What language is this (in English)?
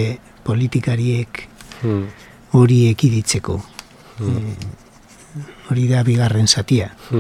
Basque